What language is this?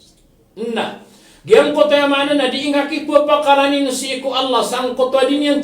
Maranao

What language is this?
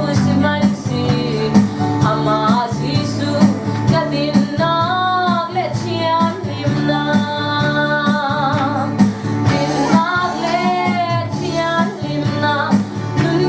Hakha Chin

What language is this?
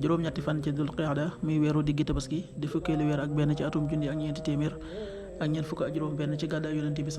Wolof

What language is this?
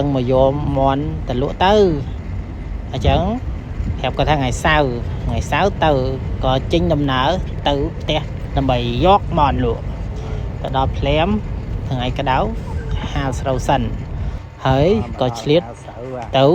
Khmer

